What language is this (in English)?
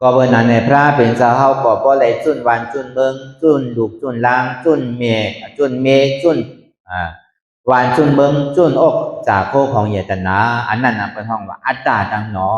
Shan